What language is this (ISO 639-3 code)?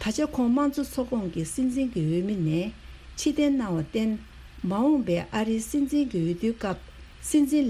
bod